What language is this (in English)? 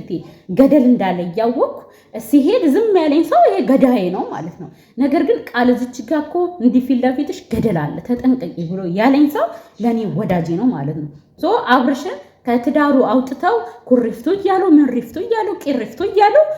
Amharic